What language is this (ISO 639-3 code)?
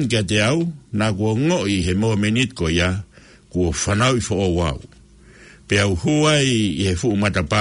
ton